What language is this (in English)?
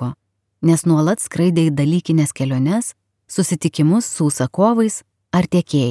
Lithuanian